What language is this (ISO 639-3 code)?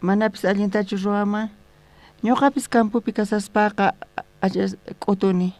quh